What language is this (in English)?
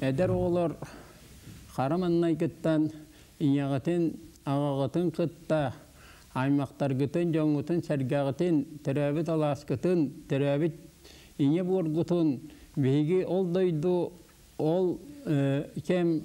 Yakut